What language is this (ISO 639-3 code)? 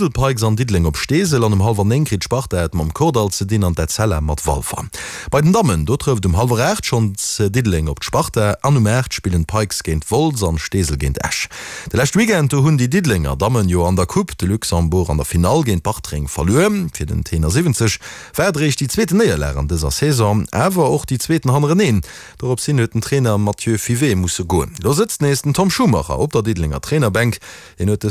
ltz